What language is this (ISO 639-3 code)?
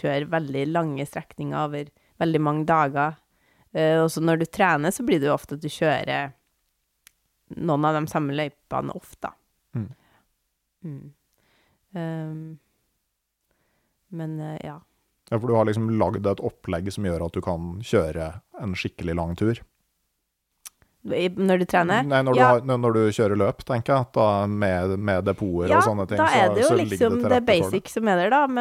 nor